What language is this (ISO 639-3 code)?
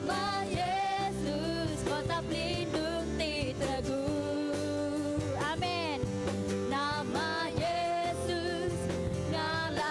iba